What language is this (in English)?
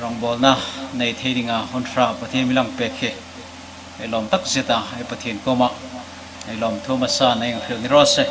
Hmar